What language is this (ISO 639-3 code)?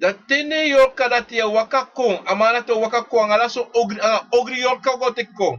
srn